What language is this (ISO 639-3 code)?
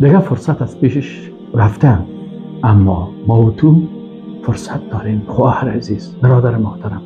fas